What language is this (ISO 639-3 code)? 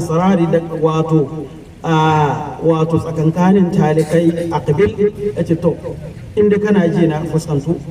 hau